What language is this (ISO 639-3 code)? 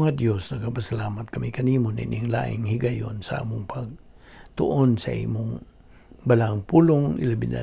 ceb